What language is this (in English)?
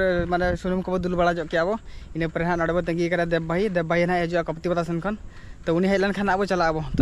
Santali